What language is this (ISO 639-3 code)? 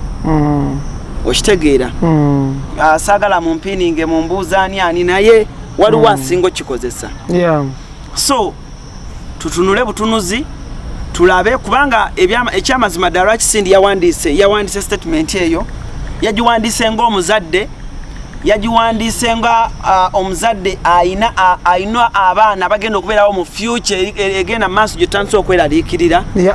lug